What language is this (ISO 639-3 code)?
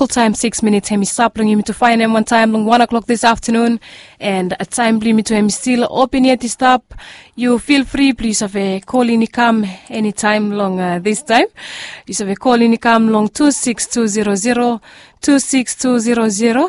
bis